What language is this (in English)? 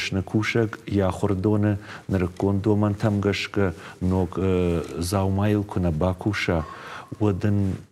Ossetic